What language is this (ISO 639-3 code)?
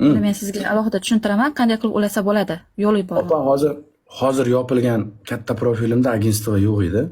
uzb